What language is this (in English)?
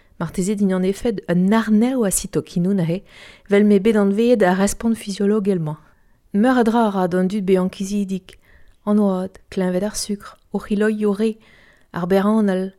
Breton